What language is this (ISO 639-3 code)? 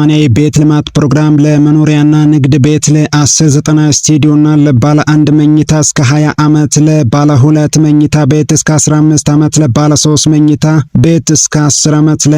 amh